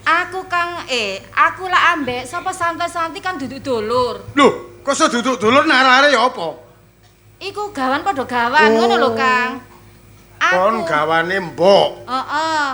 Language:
Javanese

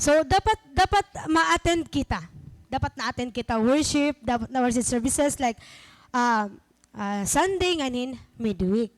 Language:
Waray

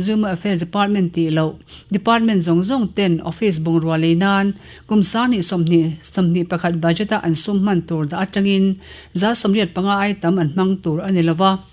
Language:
Mizo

